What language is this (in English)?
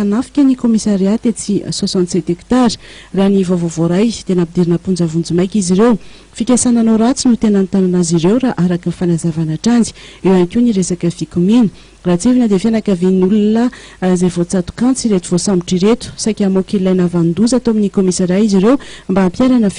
Malagasy